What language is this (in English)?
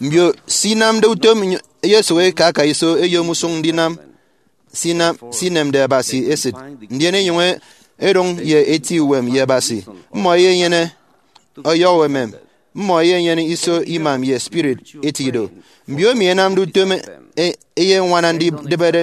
Efik